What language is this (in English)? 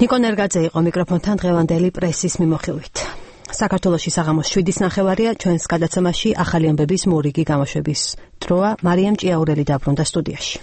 Georgian